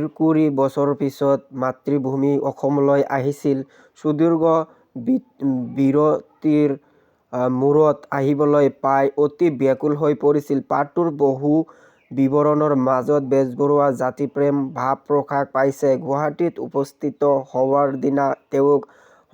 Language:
Assamese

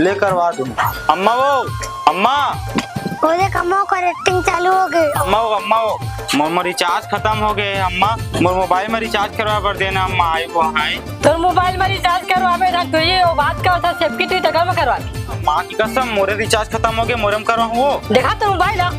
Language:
Chhattisgarhi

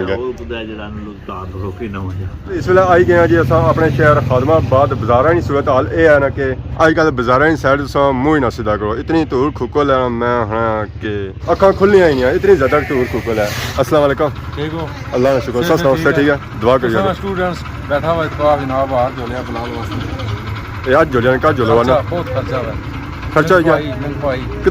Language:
Pahari-Potwari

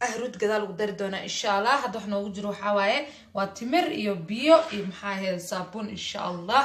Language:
Somali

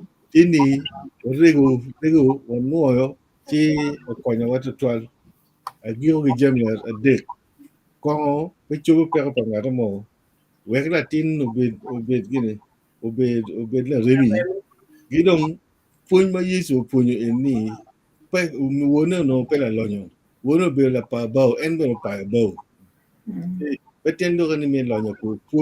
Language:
Acoli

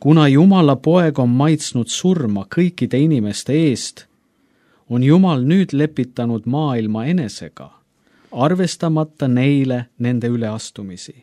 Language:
Estonian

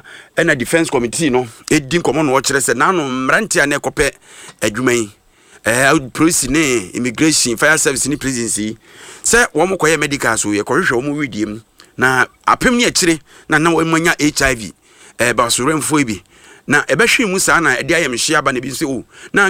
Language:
Akan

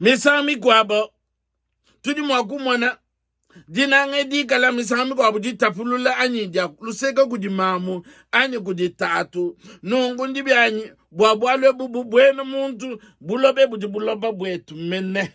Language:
Luba-Lulua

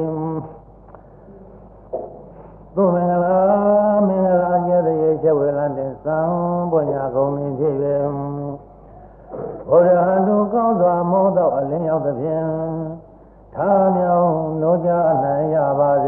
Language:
Burmese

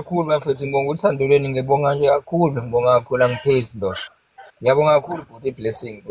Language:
Zulu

